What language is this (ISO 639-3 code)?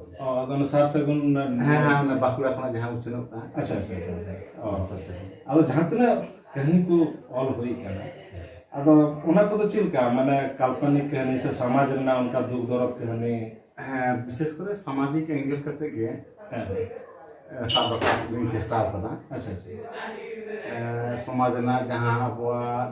sat